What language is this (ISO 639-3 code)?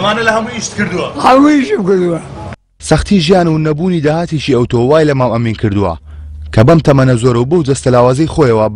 ckb